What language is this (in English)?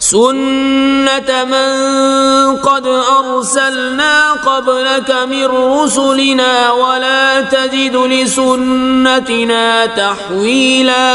Kashmiri